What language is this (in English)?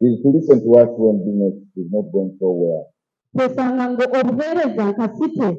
Nyankole